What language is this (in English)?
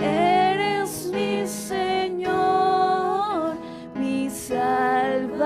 South Bolivian Quechua